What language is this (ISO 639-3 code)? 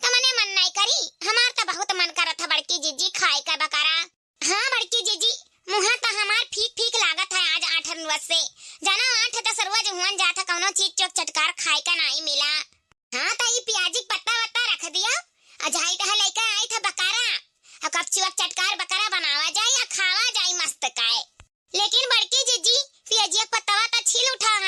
awa